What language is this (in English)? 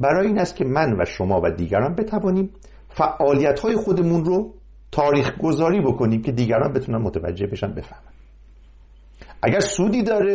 Persian